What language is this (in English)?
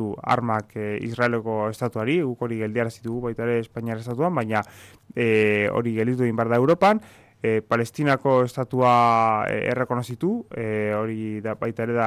Basque